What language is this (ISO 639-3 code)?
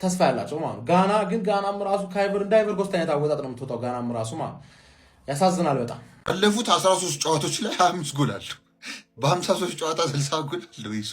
amh